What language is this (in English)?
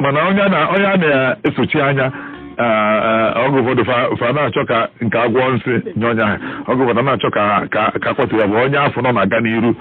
Igbo